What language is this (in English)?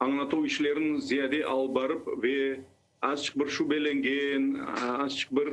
Crimean Tatar